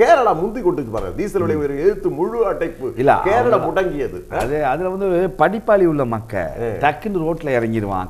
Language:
Tamil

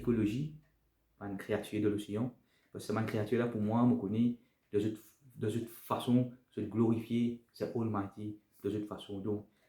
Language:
Morisyen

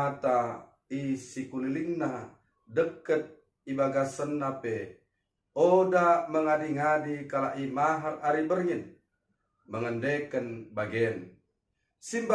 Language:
Batak Dairi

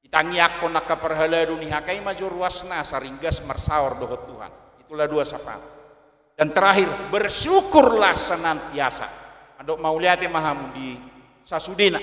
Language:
Batak Toba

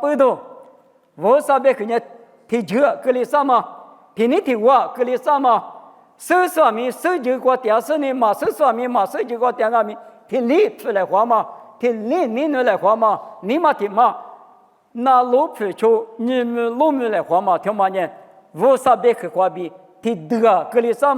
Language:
Lisu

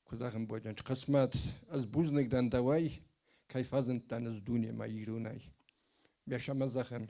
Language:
Ossetic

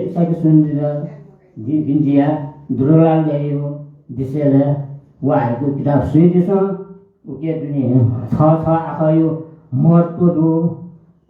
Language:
Newari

